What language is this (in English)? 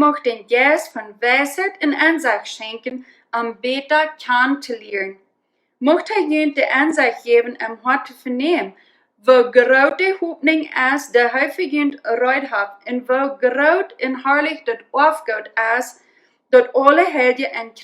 Plautdietsch